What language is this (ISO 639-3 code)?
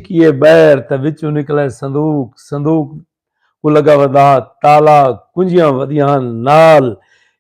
skr